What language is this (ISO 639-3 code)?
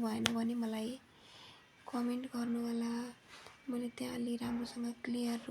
nep